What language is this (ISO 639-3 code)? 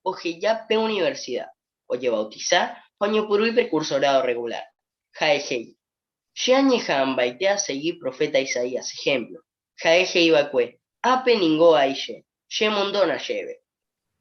grn